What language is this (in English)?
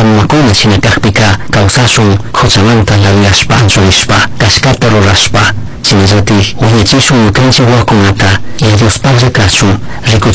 Chimborazo Highland Quichua